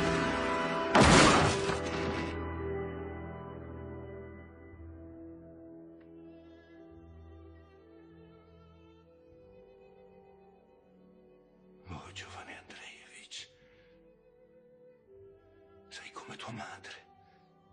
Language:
Italian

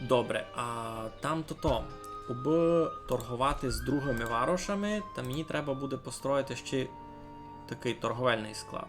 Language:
Rusyn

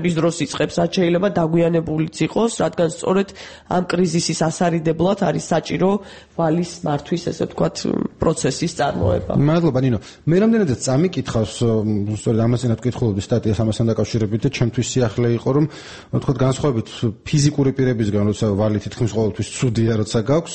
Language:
Georgian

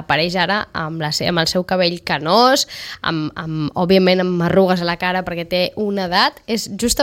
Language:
Catalan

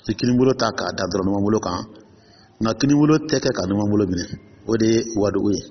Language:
Dyula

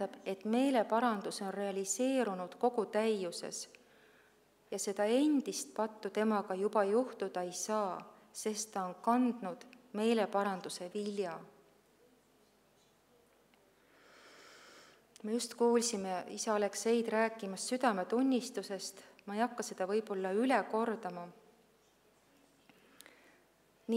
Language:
Estonian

